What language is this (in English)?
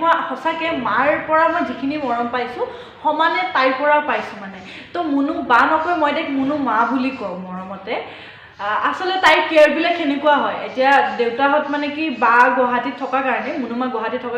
Assamese